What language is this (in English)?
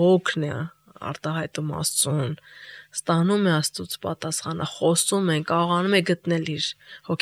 Armenian